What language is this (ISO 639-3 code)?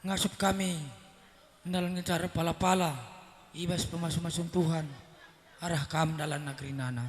btx